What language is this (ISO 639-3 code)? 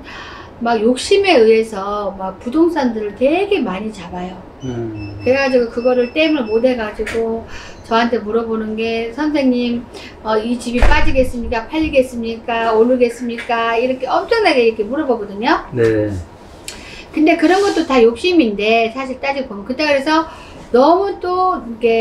kor